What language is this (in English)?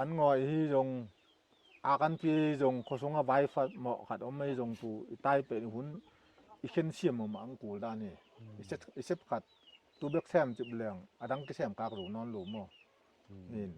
Tedim Chin